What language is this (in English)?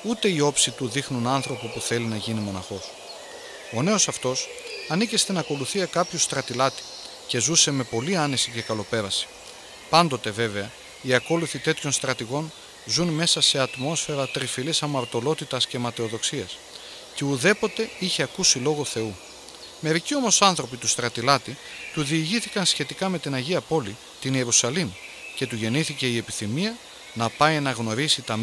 Greek